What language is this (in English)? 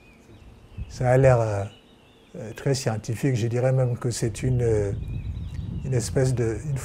French